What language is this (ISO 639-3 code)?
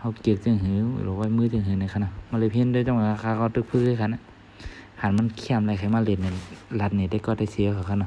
shn